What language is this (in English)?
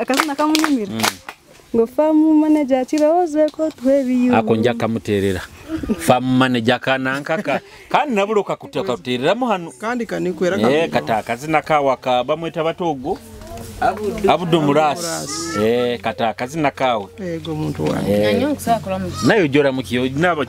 Nyoro